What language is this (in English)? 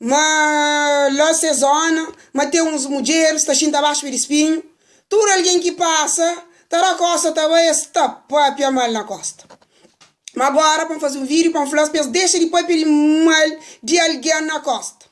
Kabuverdianu